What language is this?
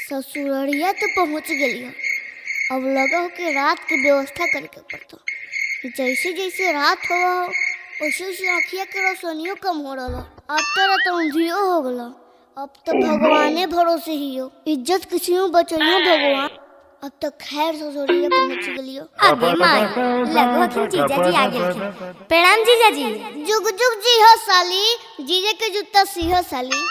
Magahi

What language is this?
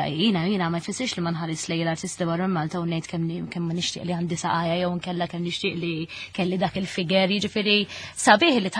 Maltese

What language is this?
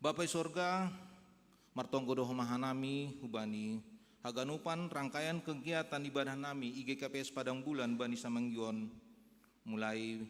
Batak Simalungun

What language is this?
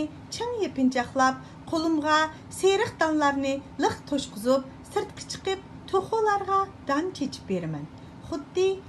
Uyghur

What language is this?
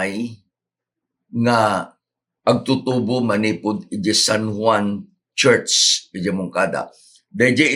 Iloko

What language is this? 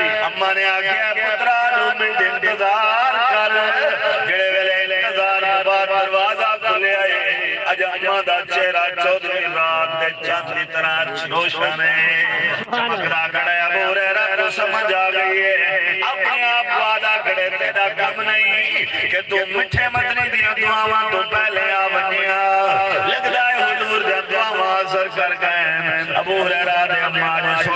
Saraiki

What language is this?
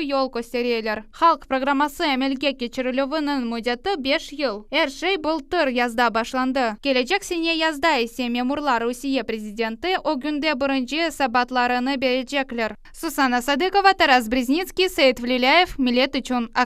Crimean Tatar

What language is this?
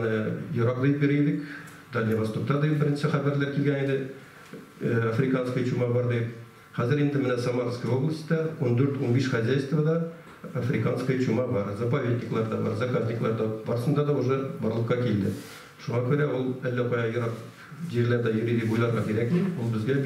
Tatar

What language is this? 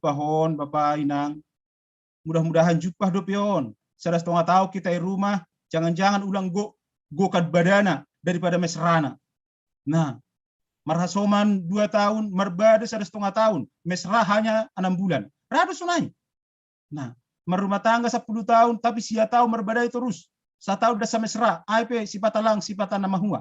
Batak Simalungun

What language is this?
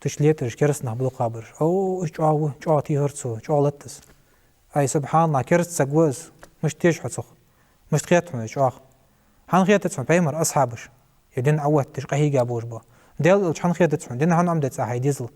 Ingush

